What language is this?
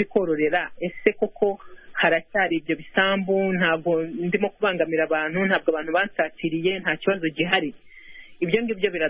Kinyarwanda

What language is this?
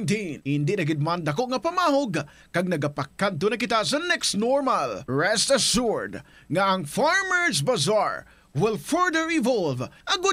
Hiligaynon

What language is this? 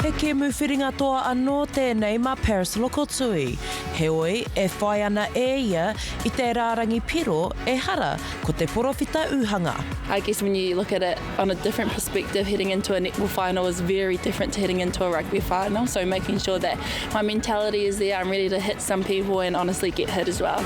Māori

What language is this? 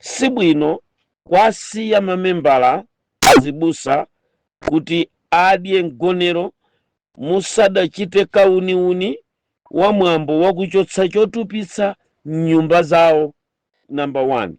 Nyanja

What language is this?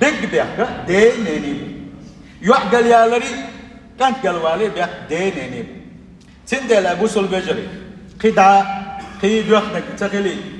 Chechen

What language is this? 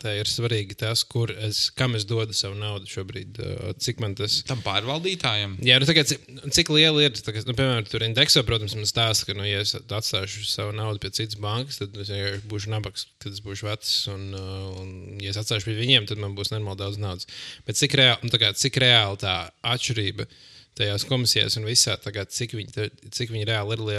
Latvian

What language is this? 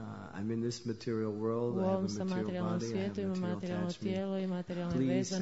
Croatian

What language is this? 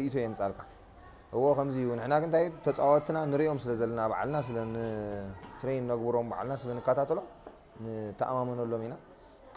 Tigrinya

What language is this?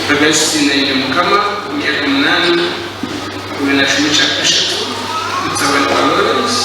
Nyankole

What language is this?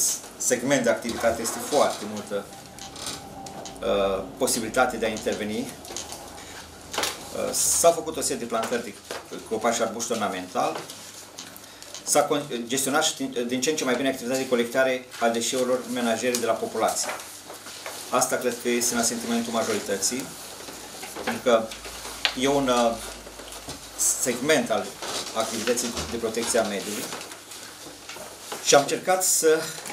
Romanian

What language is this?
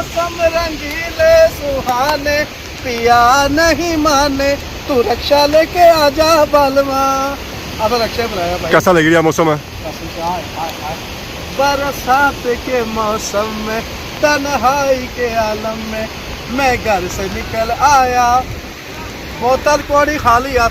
Pahari-Potwari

